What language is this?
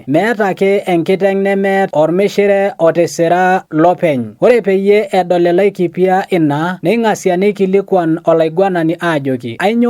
Masai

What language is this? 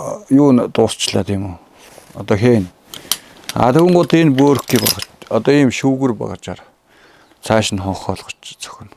Mongolian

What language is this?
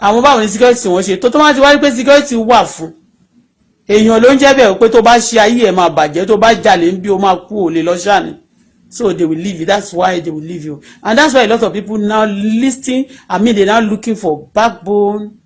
Yoruba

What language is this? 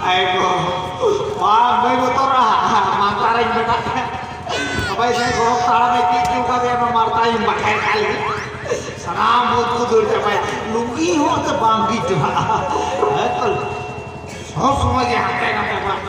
Santali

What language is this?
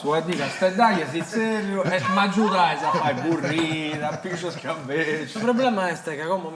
Sardinian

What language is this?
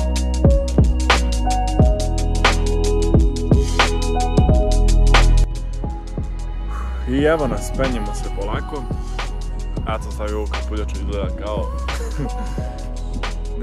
Serbian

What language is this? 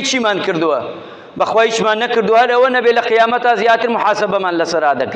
Central Kurdish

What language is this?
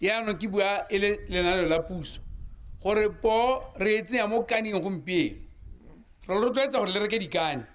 Tswana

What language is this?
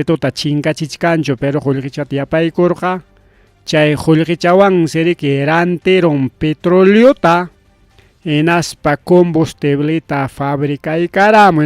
Ayacucho Quechua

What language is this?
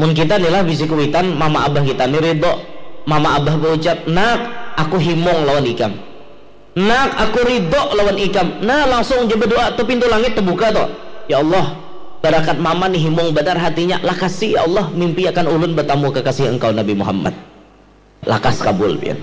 Banjar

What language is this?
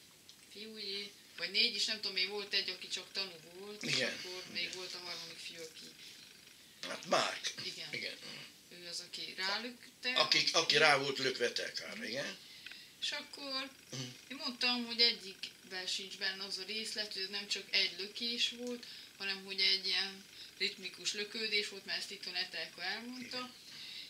Hungarian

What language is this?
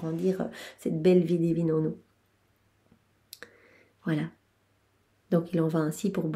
French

